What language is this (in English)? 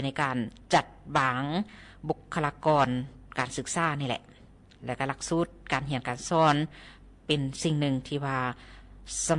Lao